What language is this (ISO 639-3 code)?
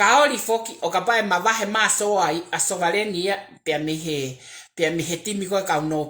ton